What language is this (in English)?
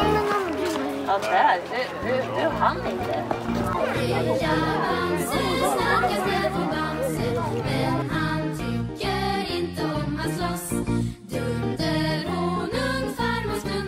Swedish